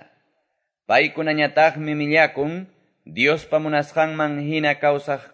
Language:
Quechua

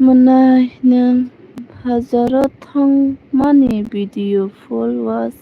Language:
Kok Borok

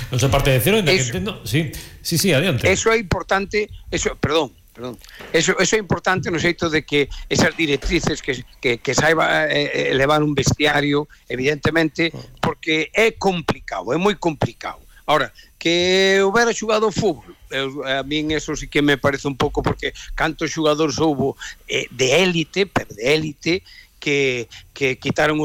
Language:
Galician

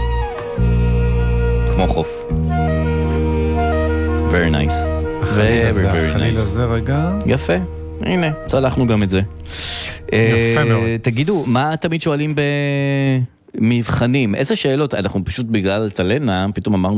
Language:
Hebrew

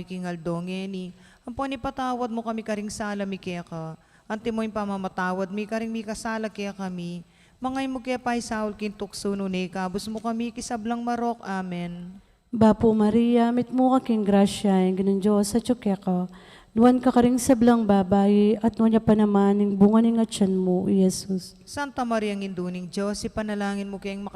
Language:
Pampanga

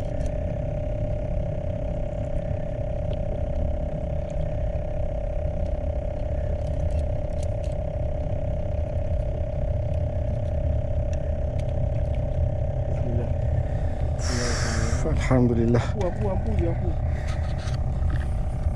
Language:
Malay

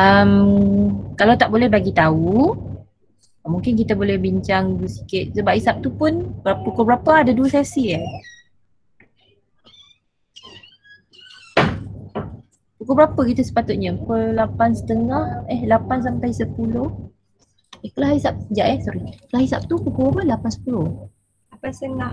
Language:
Malay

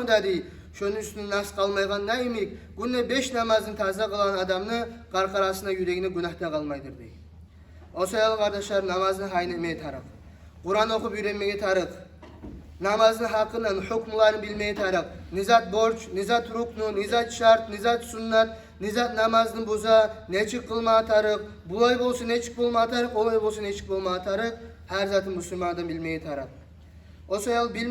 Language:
Kumyk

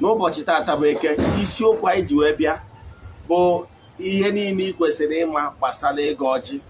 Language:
Igbo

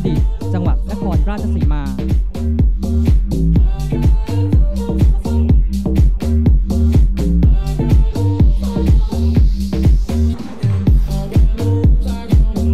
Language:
Thai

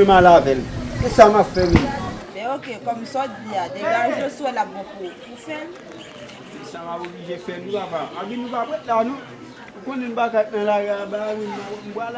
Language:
Haitian Creole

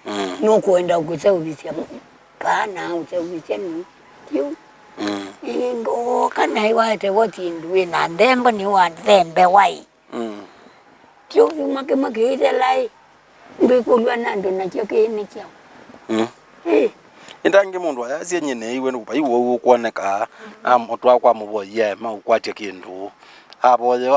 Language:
Kamba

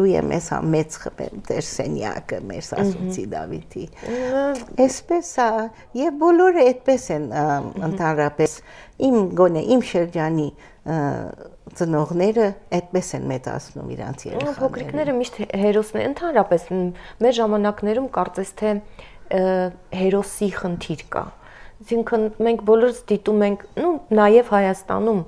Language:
Armenian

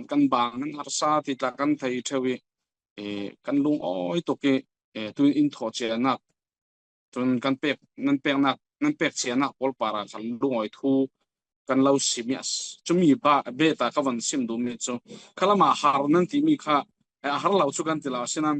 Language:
Falam Chin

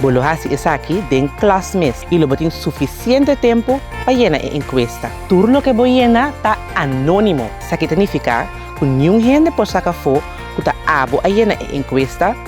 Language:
Papiamento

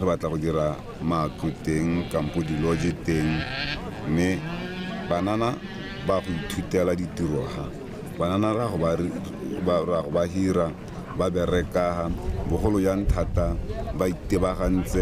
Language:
Tswana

